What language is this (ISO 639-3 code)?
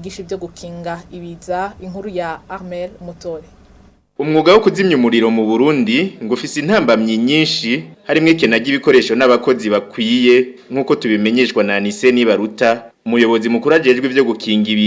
run